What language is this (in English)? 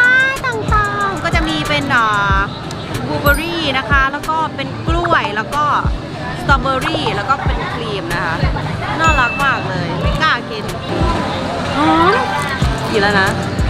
Thai